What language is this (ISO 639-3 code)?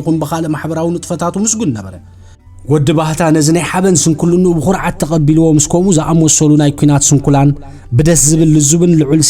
tir